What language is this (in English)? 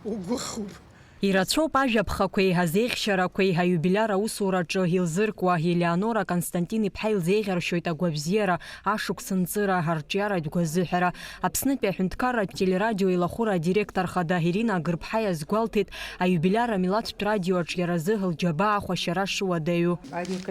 Abkhazian